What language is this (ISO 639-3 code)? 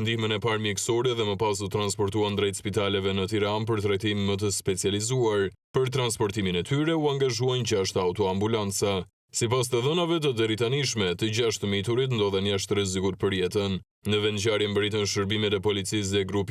sqi